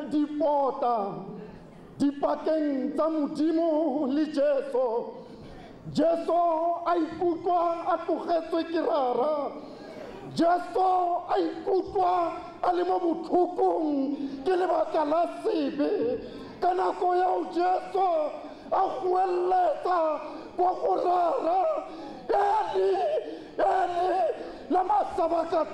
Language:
Tswana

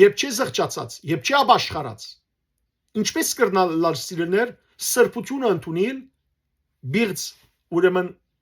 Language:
Western Armenian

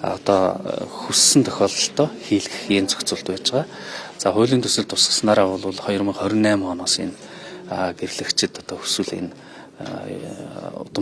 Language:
Mongolian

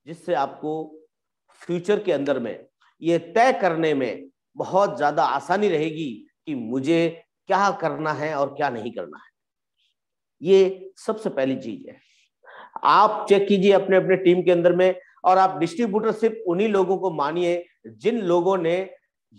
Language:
Hindi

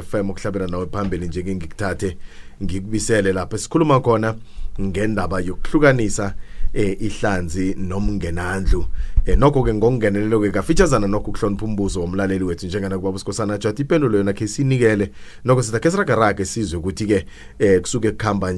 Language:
South Ndebele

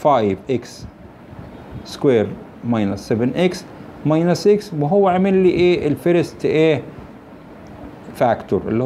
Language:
Egyptian Arabic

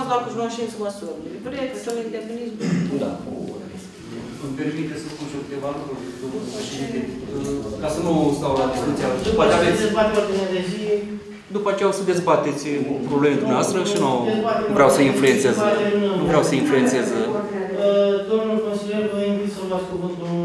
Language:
Romanian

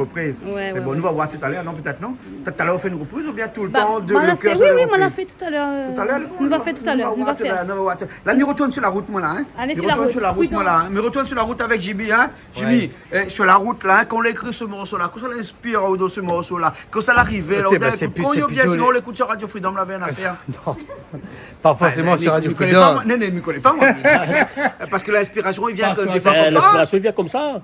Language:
Réunion Creole French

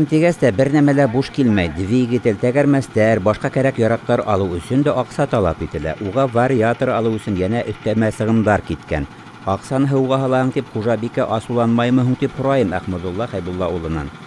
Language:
Bashkir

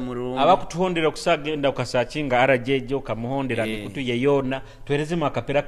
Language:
Nyoro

